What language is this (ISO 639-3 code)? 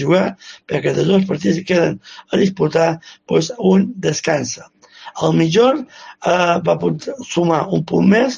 cat